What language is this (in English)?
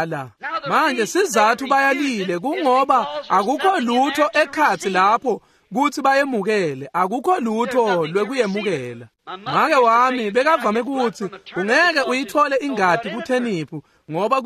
Swati